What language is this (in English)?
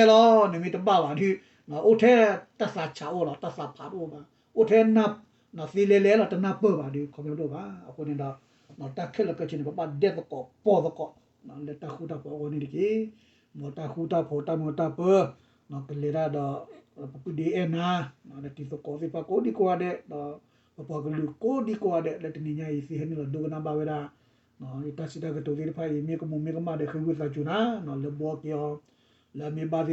S'gaw Karen